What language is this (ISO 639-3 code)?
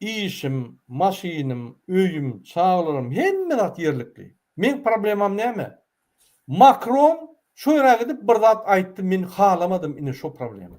tuk